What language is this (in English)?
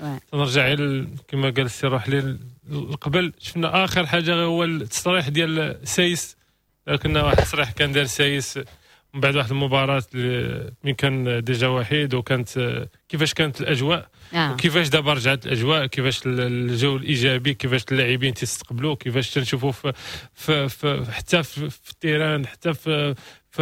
Moroccan Arabic